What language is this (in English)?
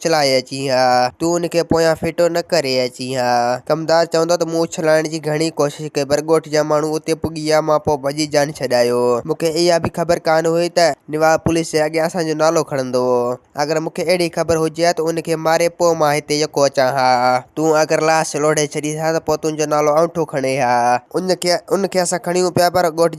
Sindhi